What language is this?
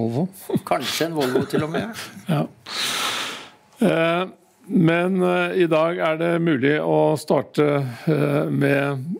Norwegian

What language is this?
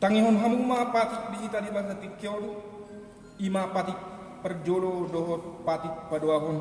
Batak Toba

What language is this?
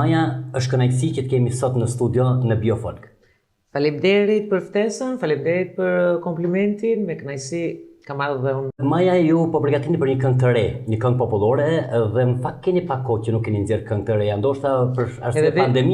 Albanian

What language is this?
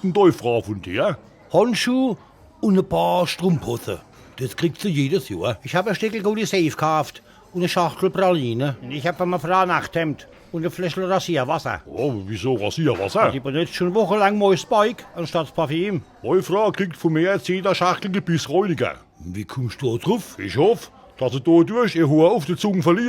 Palatine German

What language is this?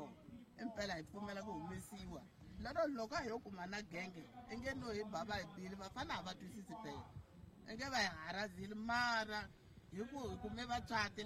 Tsonga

